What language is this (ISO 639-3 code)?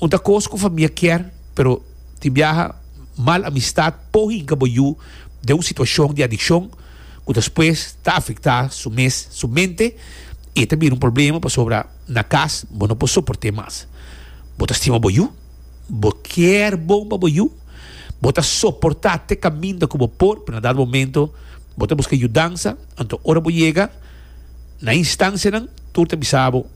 pap